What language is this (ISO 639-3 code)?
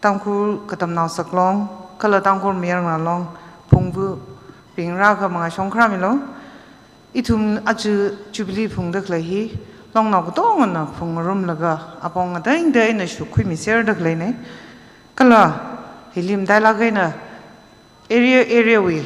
nmf